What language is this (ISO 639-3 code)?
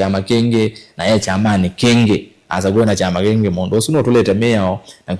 kam